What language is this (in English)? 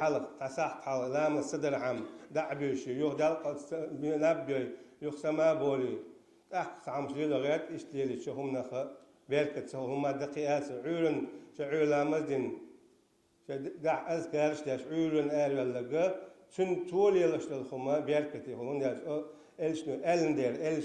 Chechen